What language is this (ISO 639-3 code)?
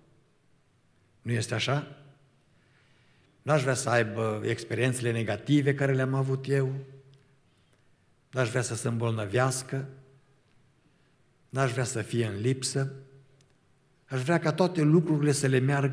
ron